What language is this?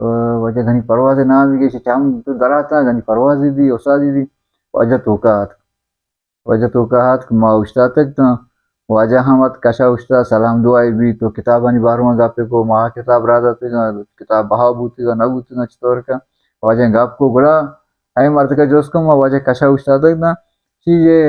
Baluchi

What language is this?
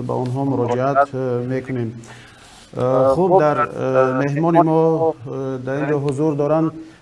Tajik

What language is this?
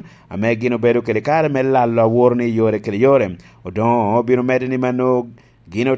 Lango (Uganda)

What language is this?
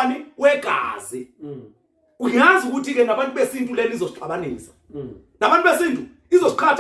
Zulu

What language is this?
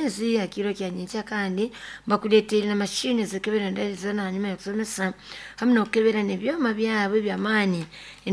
Nyoro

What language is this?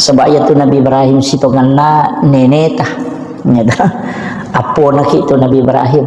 Buginese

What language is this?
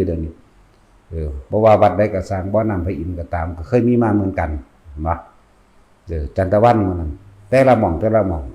Northeastern Thai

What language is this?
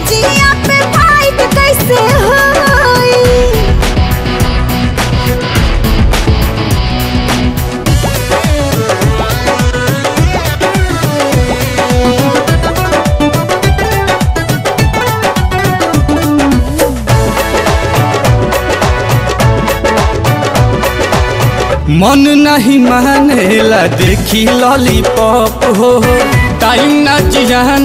Bhojpuri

